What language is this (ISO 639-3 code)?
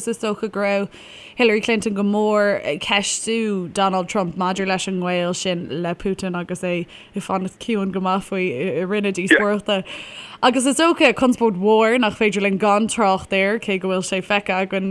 gle